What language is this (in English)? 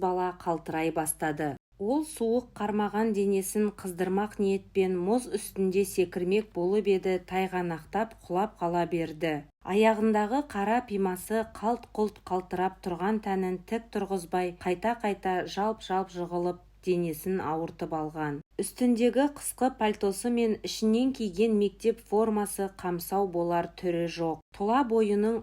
Kazakh